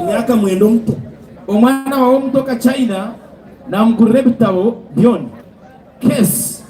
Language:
Nyankole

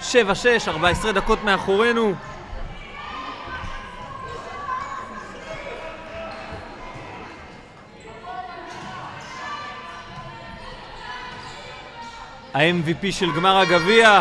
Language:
Hebrew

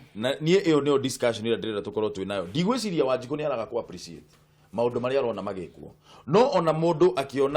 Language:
Kikuyu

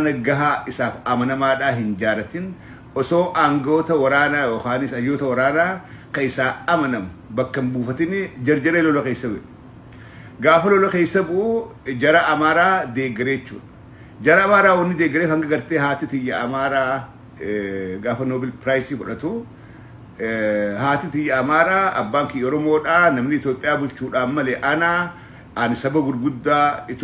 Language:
Oromo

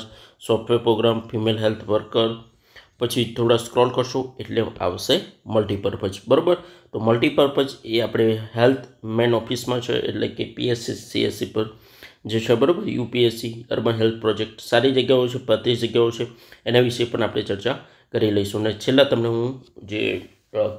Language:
Gujarati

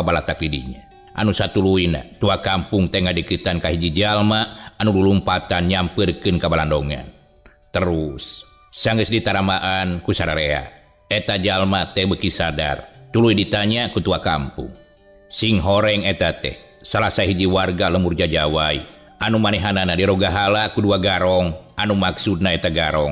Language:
Sundanese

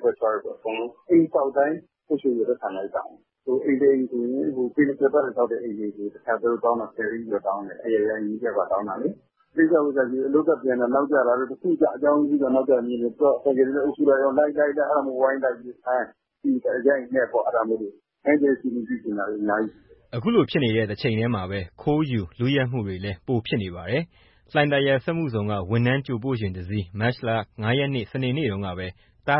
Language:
Burmese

